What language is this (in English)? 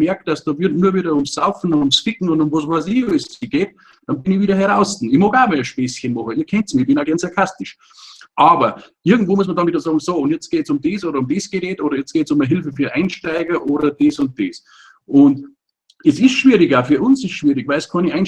Bavarian